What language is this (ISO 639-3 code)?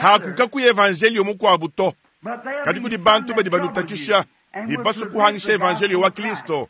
lua